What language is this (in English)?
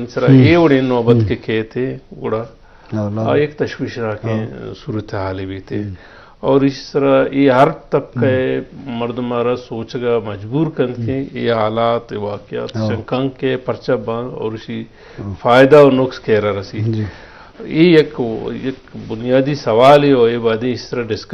Eastern Balochi